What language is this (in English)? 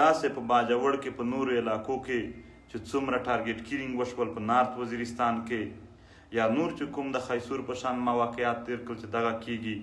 Pashto